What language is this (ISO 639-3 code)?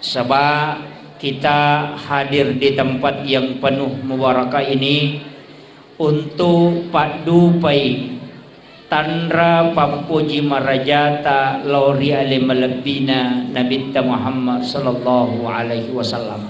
bug